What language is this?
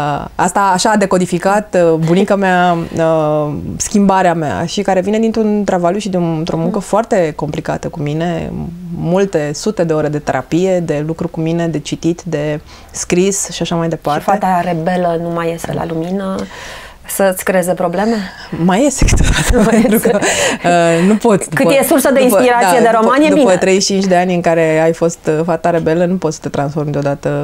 Romanian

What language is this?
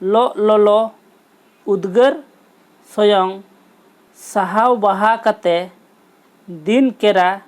Santali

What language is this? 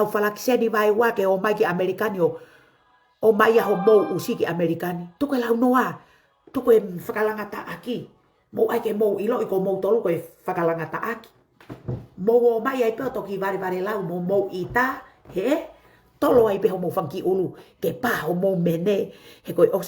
Tongan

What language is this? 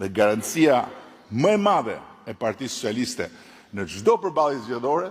Albanian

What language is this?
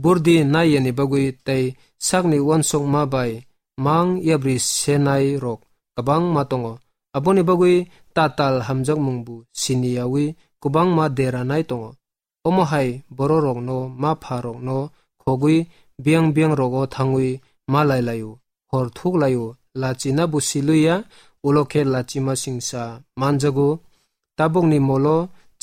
Kok Borok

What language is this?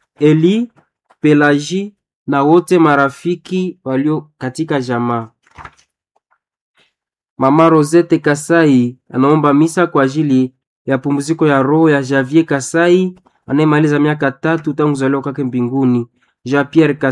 Swahili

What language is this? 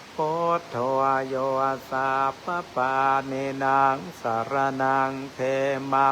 Pali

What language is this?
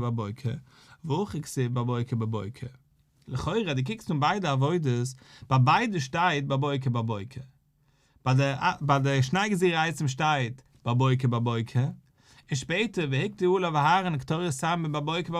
Yiddish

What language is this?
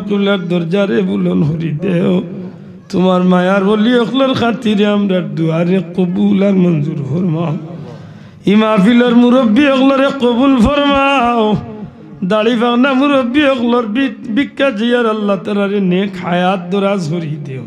Sylheti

